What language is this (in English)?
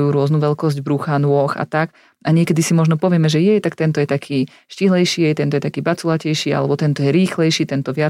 Slovak